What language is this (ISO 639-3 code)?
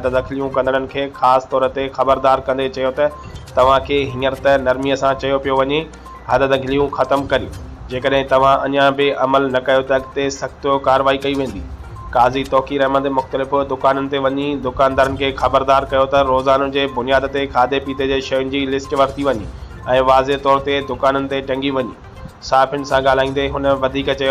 snd